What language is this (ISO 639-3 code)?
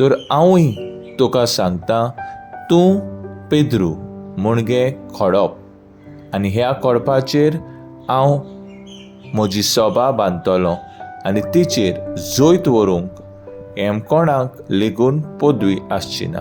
kok